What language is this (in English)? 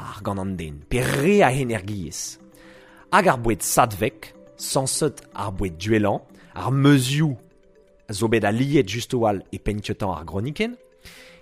Breton